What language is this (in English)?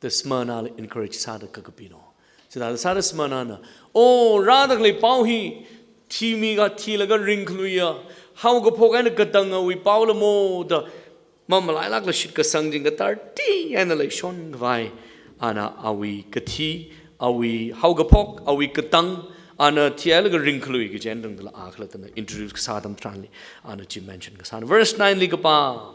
Tangkhul Naga (India)